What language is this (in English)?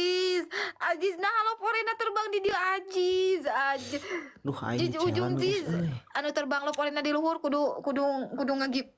Sundanese